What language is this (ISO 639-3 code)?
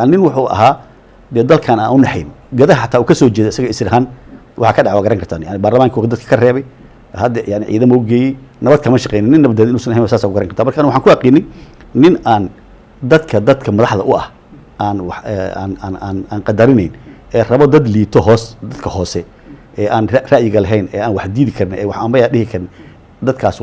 som